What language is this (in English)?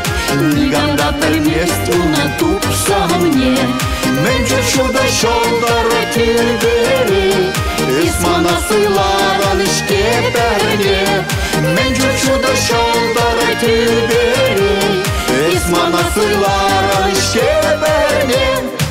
Chuvash